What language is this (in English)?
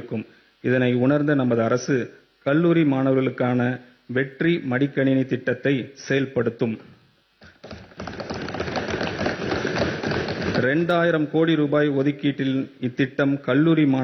Tamil